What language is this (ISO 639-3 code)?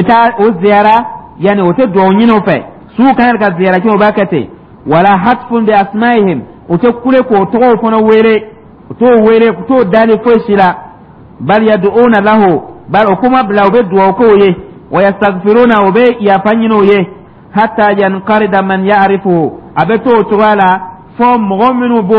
dyu